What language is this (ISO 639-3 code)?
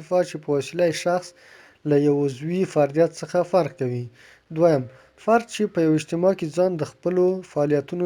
pus